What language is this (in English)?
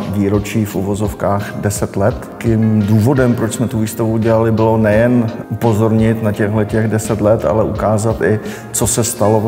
Czech